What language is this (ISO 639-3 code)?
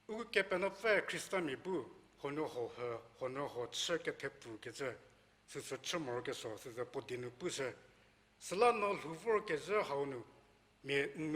njm